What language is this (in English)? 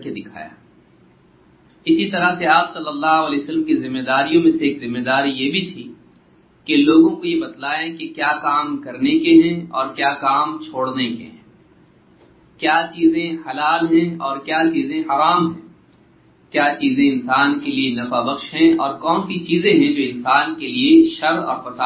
Urdu